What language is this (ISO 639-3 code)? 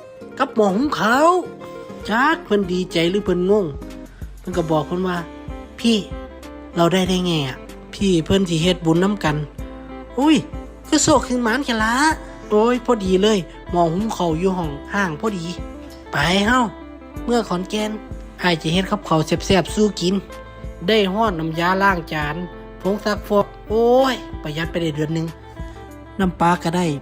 tts